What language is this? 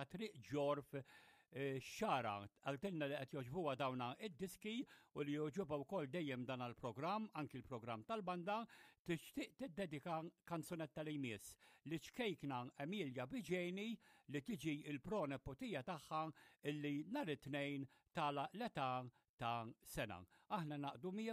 Maltese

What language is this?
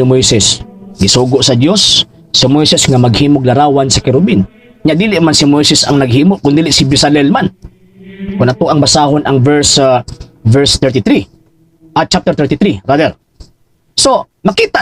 Cebuano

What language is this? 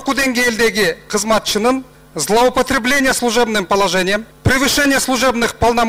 Kyrgyz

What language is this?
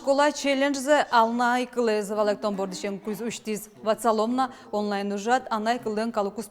Udmurt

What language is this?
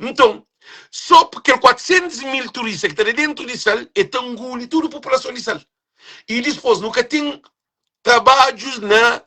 Kabuverdianu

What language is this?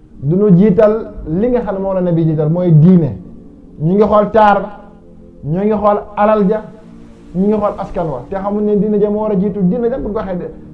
Wolof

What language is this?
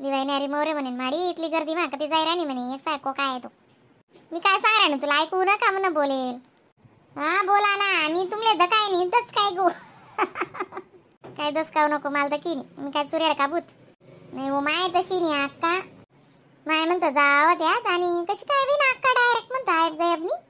Khandesi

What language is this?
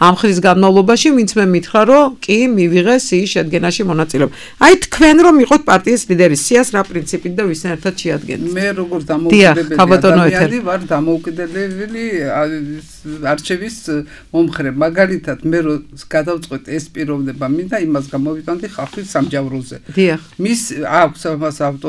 Georgian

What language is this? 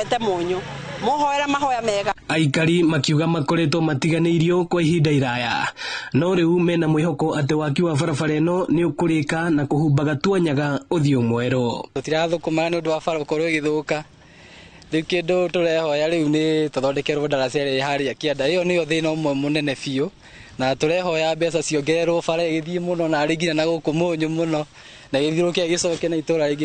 Kikuyu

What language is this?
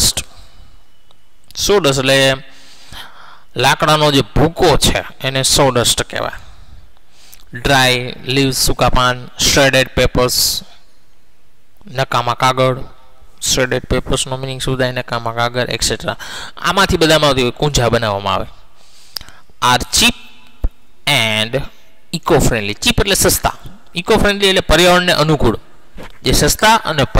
Gujarati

